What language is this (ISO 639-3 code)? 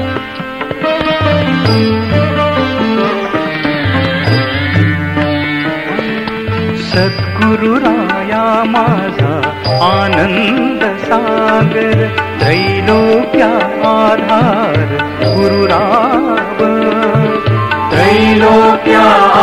mar